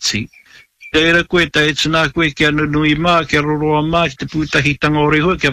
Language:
Māori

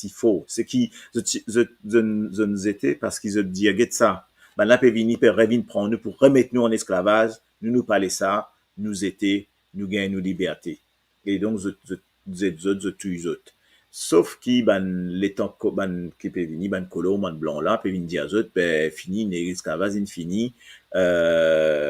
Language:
Morisyen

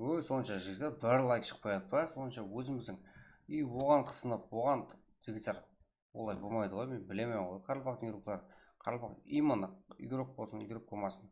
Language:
Kara-Kalpak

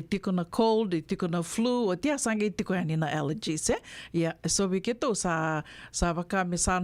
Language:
Fijian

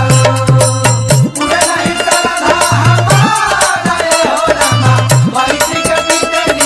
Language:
Bhojpuri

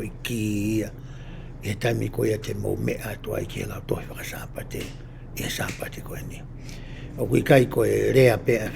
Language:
Tongan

